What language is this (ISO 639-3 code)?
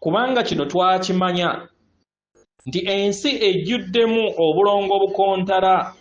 lug